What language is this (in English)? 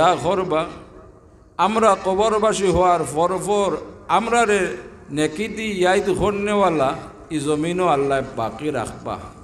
Sylheti